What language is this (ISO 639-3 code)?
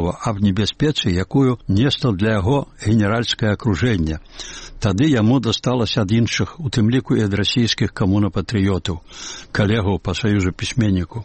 bel